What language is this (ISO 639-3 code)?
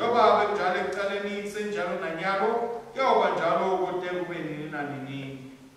ssw